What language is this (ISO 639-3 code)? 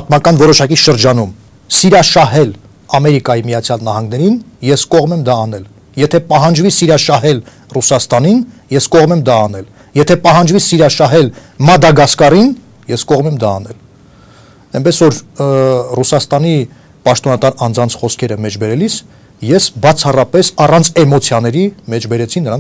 hye